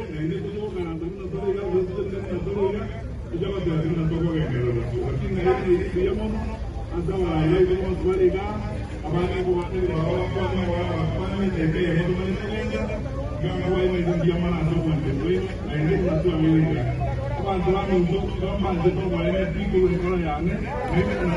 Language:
Gusii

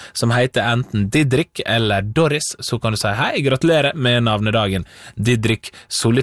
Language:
Norwegian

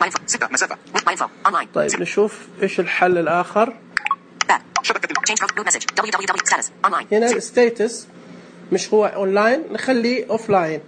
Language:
Najdi Arabic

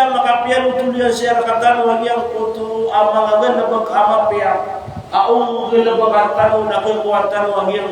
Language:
Maranao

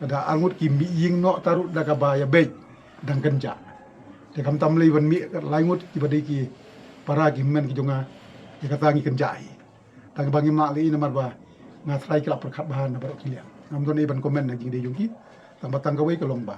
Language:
Khasi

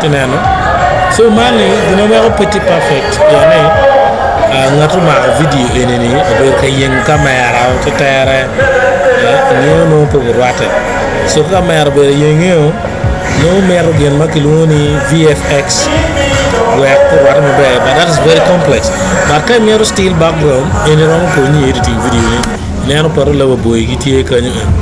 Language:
Acoli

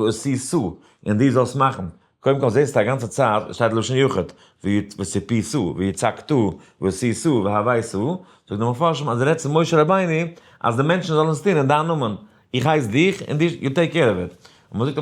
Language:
Yiddish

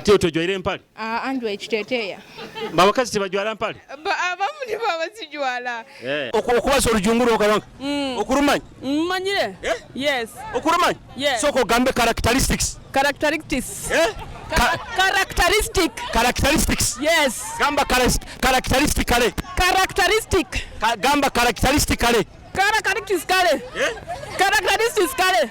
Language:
Nyoro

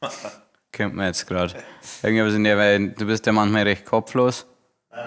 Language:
Bavarian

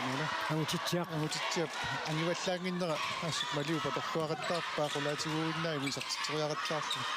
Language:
Kalaallisut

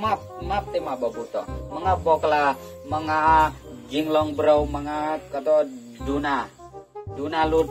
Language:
Khasi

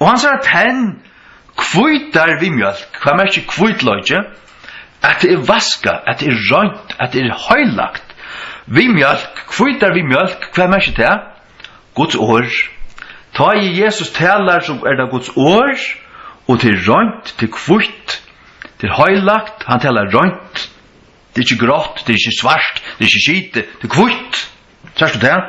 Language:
Faroese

